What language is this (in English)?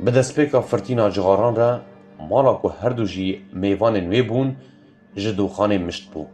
Kurdish